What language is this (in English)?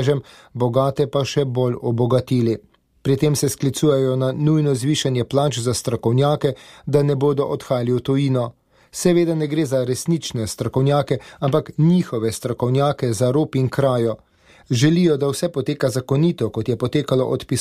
Slovenian